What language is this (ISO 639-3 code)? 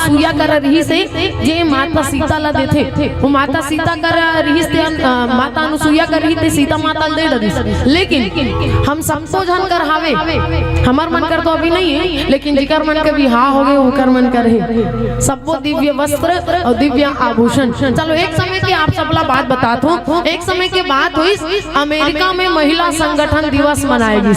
hne